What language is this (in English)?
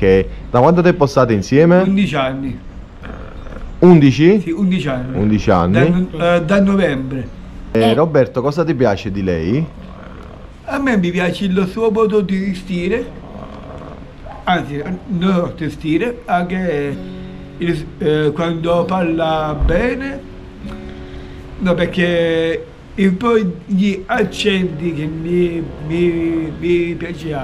Italian